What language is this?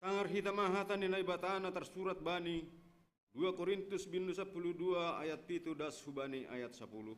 Batak Simalungun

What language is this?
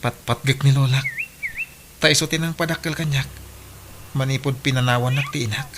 Iloko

